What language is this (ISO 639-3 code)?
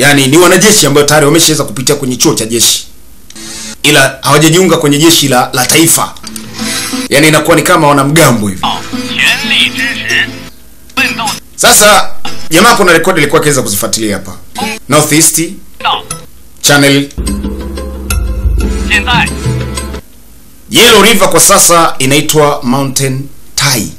swa